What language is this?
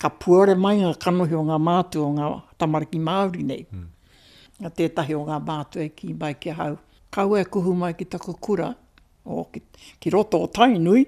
Māori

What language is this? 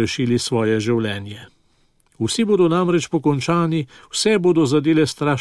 Slovenian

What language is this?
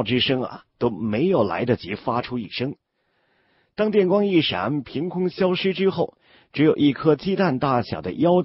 Chinese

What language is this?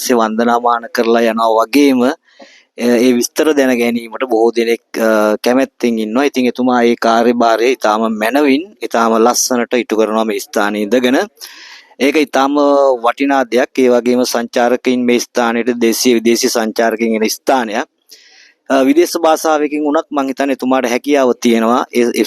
Sinhala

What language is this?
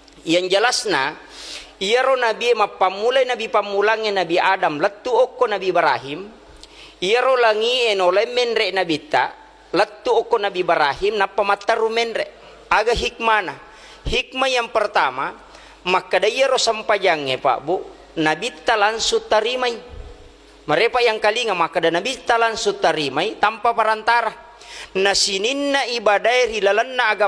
Buginese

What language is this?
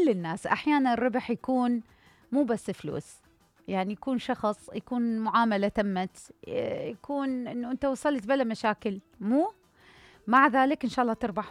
Mesopotamian Arabic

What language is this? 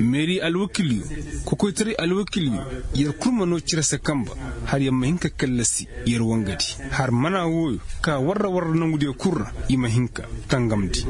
Koyraboro Senni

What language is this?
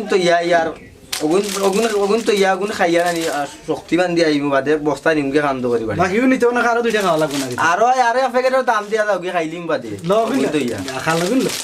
Sylheti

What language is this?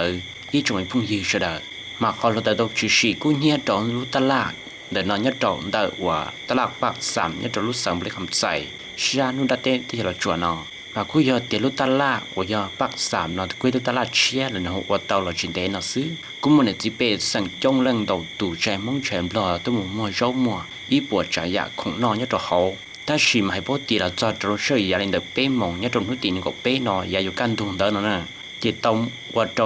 Hmong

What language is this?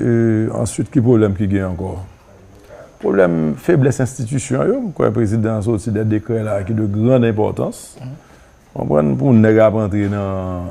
Haitian Creole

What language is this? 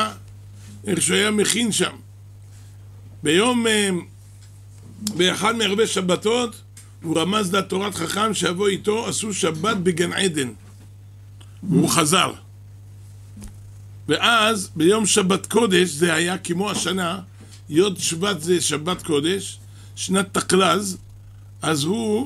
Hebrew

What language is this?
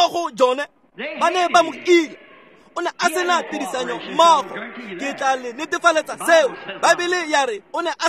Tswana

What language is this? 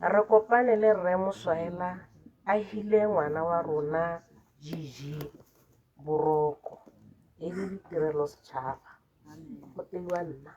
Tswana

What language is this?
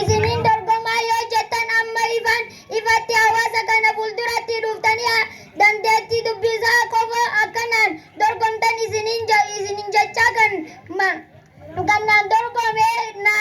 Oromo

